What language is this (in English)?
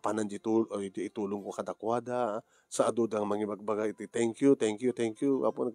Iloko